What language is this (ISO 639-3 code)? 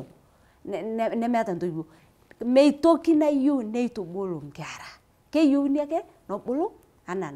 mas